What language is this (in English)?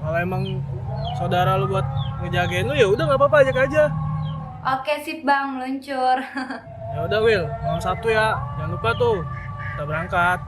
Betawi